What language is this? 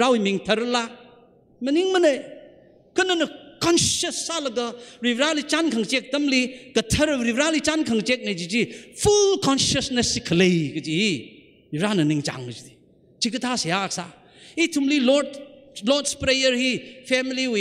Tangkhul Naga (India)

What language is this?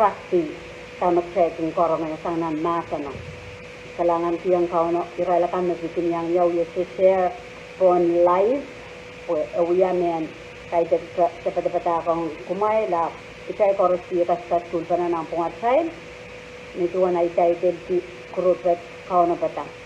Pohnpeian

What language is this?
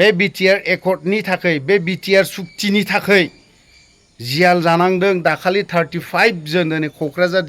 Bodo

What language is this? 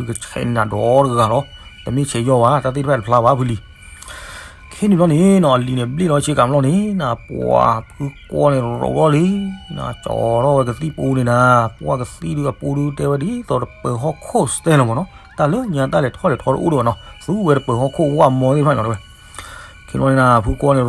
S'gaw Karen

